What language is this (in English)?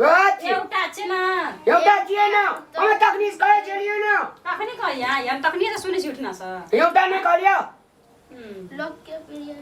Maithili